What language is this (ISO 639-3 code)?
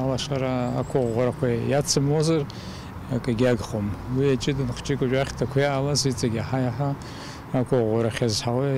abk